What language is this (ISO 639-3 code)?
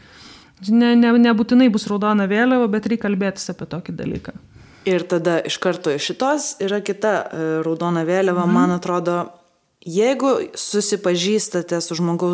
lit